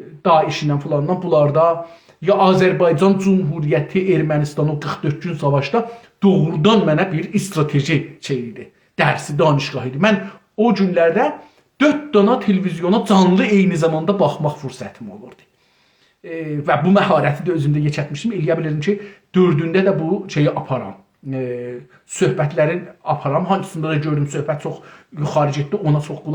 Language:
South Azerbaijani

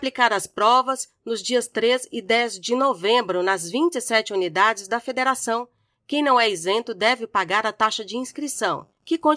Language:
Portuguese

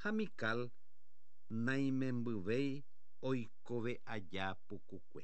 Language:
Guarani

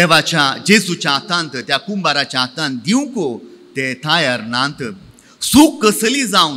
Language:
Konkani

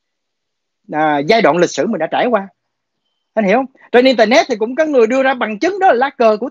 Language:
Vietnamese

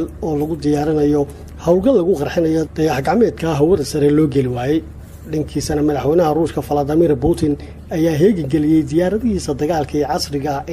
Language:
Somali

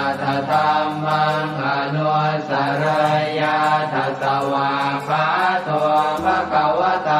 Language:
Pali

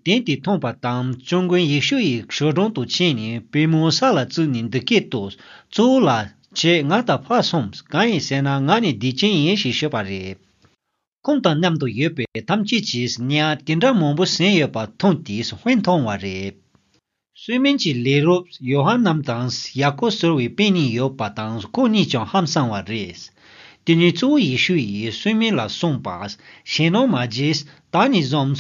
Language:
Tibetan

